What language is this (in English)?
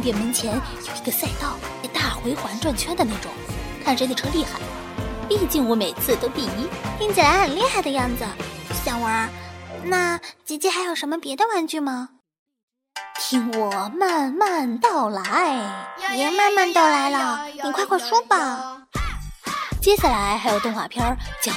Chinese